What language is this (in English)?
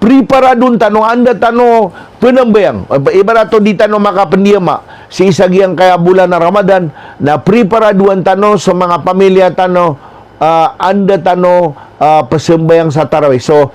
Maranao